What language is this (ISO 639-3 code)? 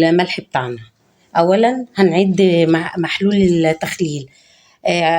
arz